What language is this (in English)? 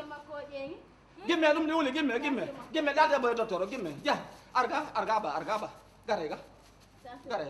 Fula